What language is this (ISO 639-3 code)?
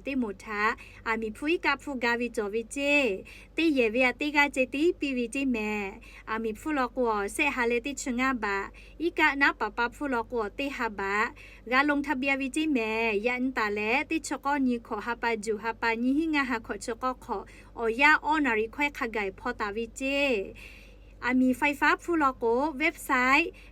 lhu